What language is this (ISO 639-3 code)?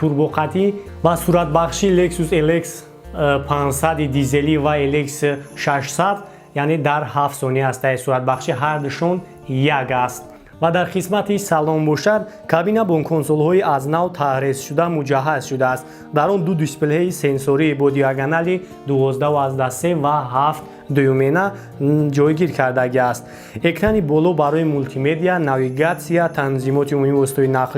tgk